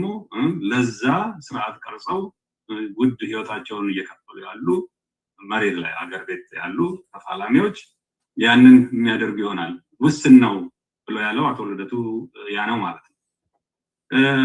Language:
Amharic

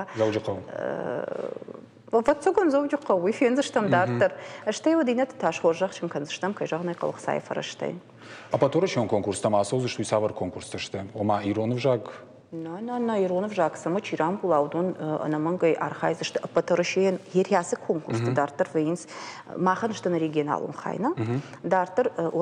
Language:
Ossetic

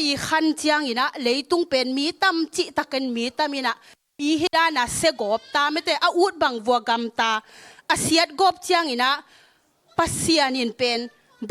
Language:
Tedim Chin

